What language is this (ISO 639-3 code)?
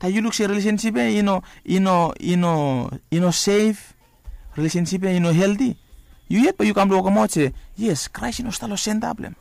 bis